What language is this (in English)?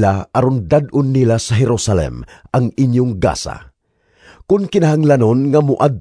Cebuano